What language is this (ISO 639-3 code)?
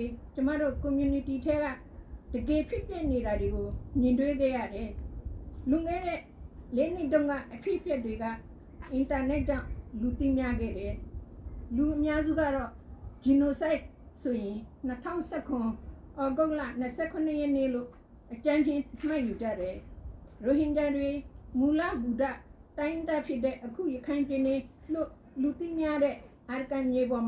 rhg